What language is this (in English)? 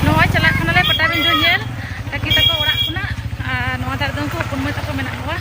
Santali